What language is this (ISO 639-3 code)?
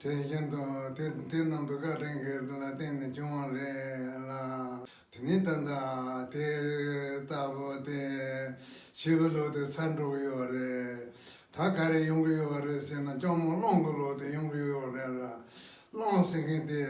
bod